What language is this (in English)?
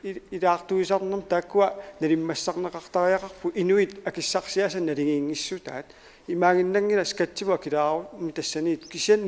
Kalaallisut